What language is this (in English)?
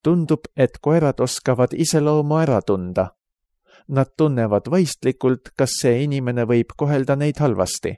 Estonian